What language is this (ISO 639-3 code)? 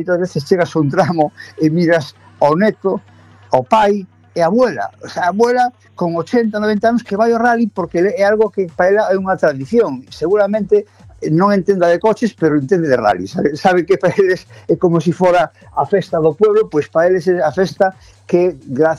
glg